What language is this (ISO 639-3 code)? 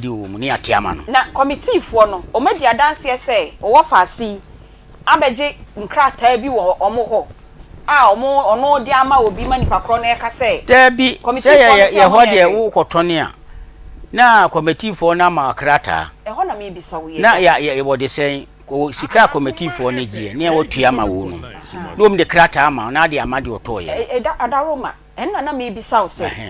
aka